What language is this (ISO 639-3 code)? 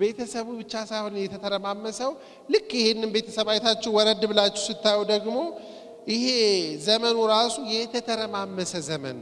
amh